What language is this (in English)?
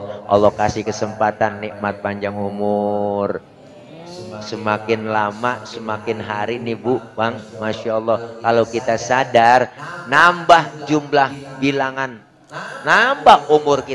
Betawi